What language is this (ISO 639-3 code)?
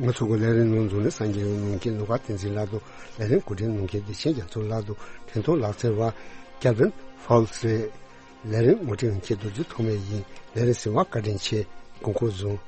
bod